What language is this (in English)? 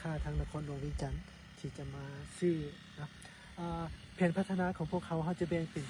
Lao